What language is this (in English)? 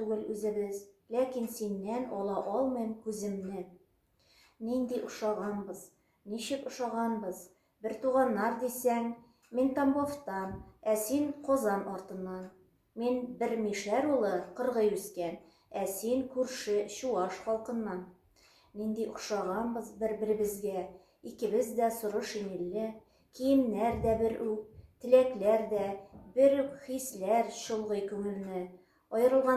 Tatar